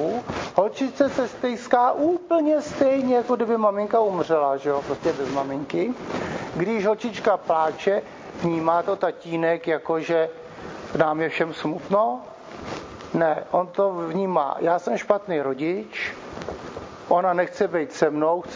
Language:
Czech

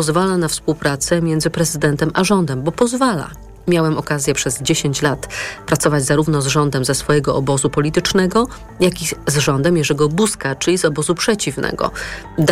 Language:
Polish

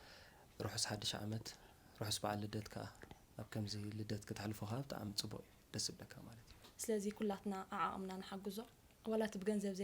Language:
Tigrinya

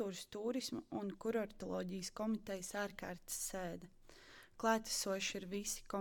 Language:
Latvian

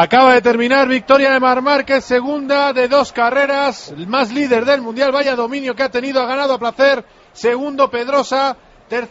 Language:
Spanish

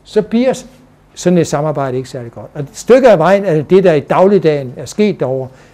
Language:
Danish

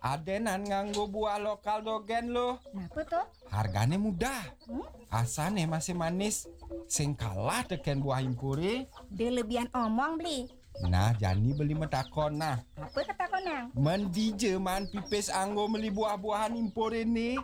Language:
Balinese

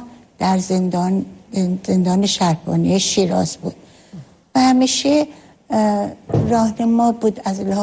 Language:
Persian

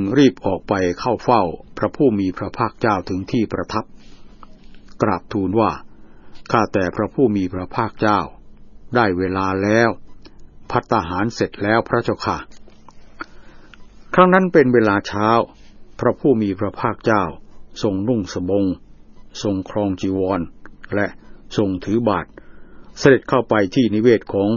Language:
Thai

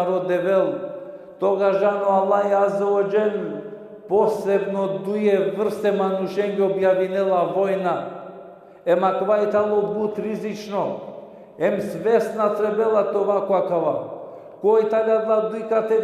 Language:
Balkan Romani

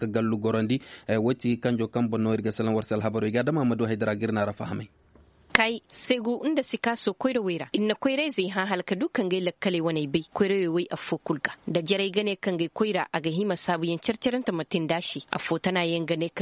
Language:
Koyraboro Senni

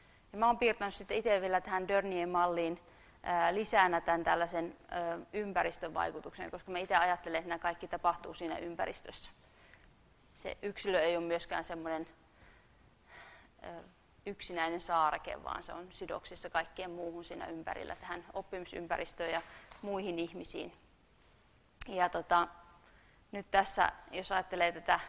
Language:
Finnish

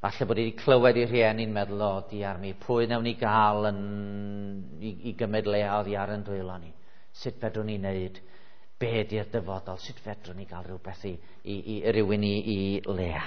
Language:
Welsh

